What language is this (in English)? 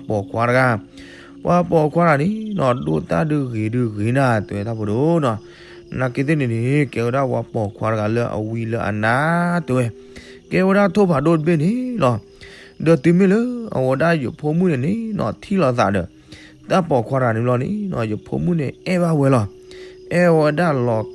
S'gaw Karen